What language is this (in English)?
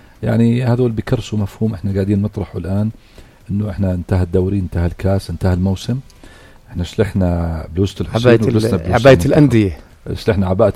North Levantine Arabic